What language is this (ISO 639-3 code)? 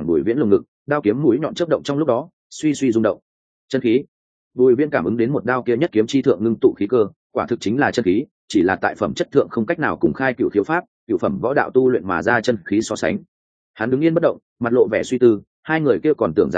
vie